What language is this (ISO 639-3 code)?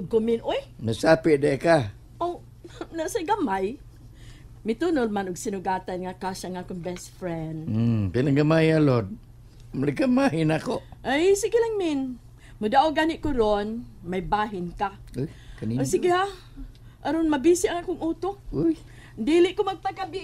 ceb